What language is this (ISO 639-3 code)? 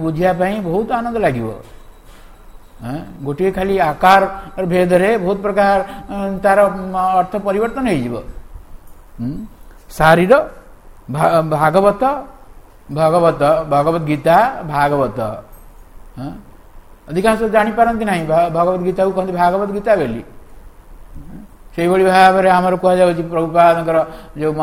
ori